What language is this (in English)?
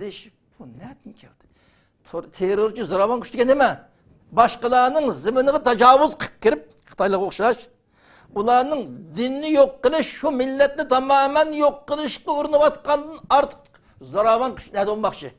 Uyghur